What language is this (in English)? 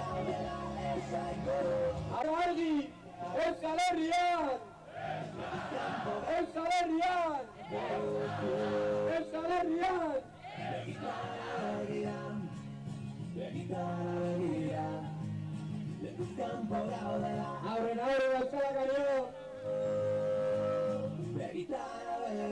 Basque